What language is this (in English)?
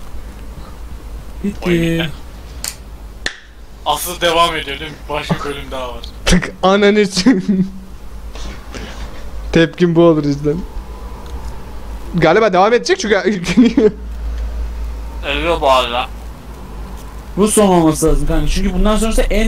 Turkish